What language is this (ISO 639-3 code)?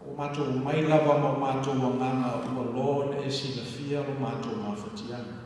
smo